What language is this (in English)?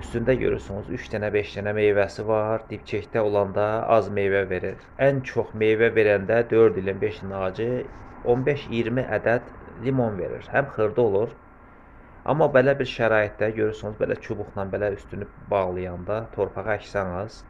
Azerbaijani